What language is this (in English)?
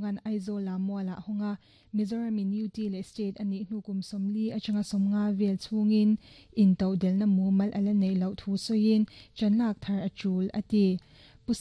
Mizo